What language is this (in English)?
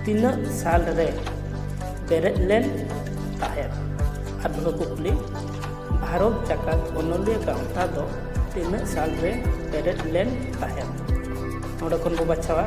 Santali